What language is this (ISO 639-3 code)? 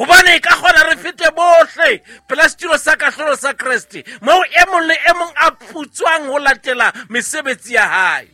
sot